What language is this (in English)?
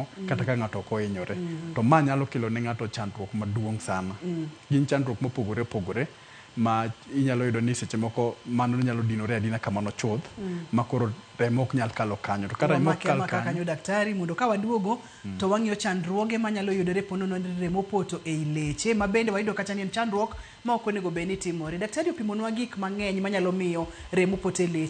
Luo (Kenya and Tanzania)